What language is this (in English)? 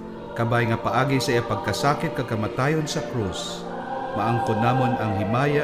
Hiligaynon